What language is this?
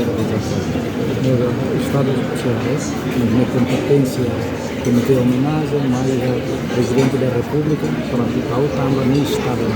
Tetum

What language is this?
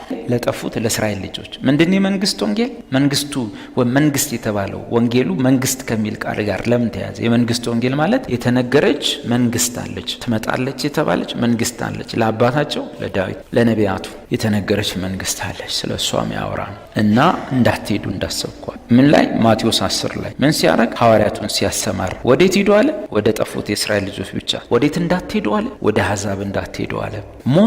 Amharic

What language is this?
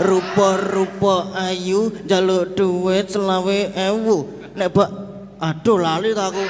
Javanese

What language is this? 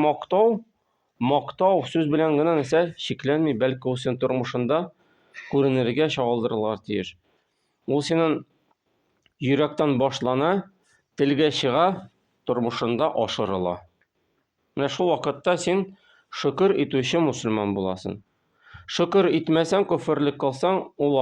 Tatar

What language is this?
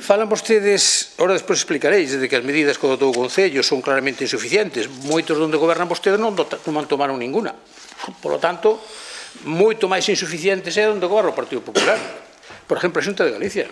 Galician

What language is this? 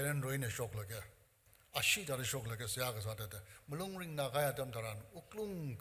Tangkhul Naga (India)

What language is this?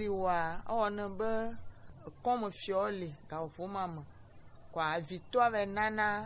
Gen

